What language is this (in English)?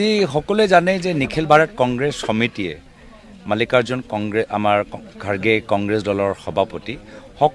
Assamese